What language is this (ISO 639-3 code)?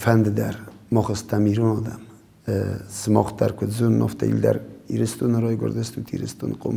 oss